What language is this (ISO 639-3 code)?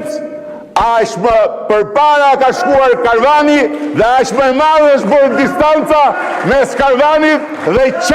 sqi